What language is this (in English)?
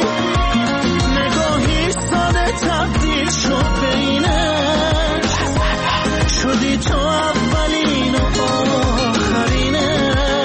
Persian